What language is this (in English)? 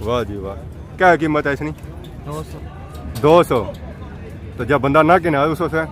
Pahari-Potwari